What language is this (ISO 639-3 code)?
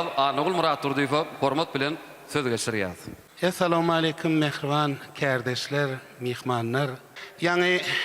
tuk